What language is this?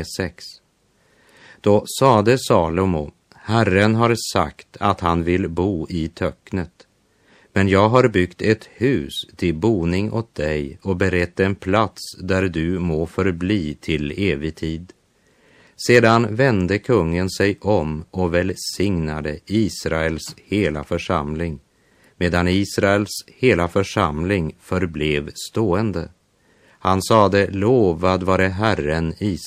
Swedish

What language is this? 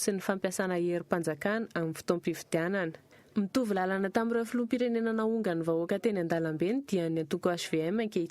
Malagasy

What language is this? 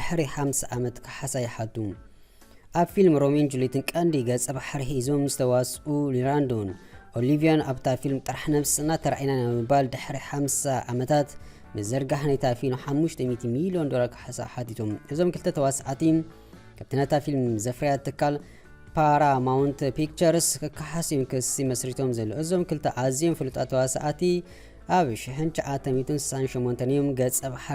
Tigrinya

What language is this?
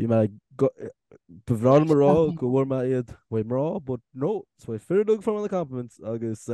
Irish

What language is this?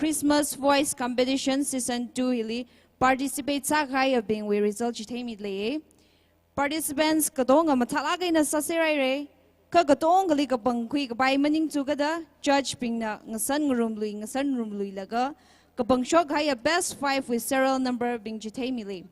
Tangkhul Naga (India)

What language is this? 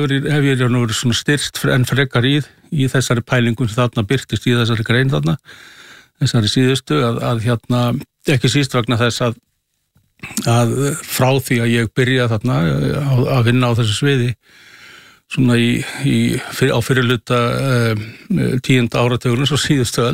Icelandic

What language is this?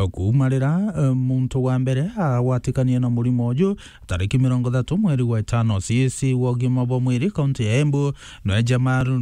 Meru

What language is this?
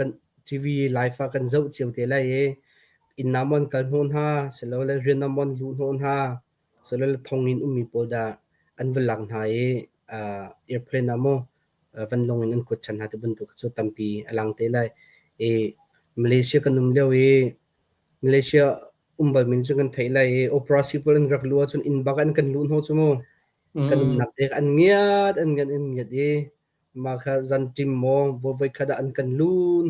Hakha Chin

